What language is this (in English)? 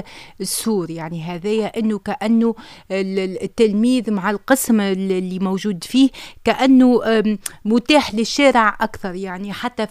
Tunisian Arabic